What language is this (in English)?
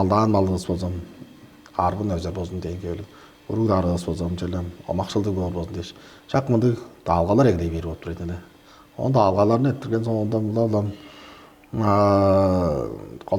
Tuvinian